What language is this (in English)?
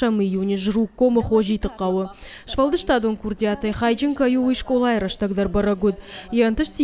Ossetic